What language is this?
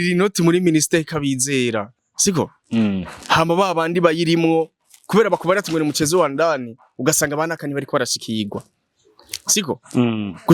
Rundi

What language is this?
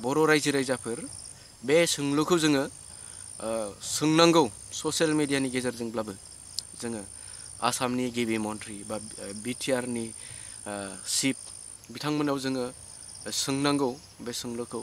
Bodo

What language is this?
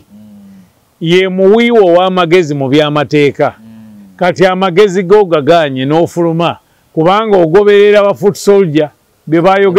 Ganda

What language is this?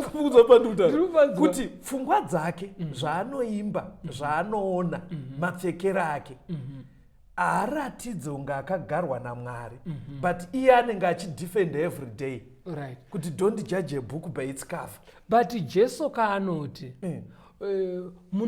Shona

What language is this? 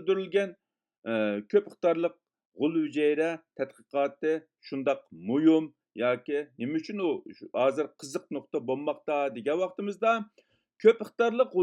Uyghur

